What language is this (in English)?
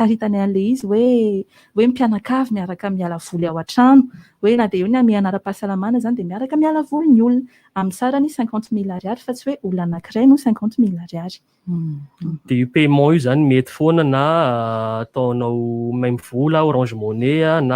Malagasy